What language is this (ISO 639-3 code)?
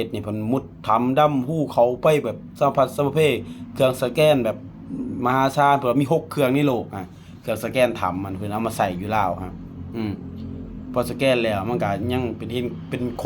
lao